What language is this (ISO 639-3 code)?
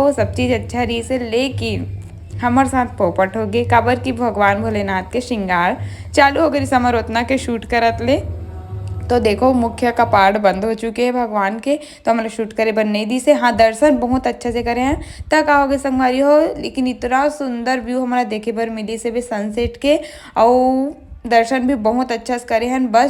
hne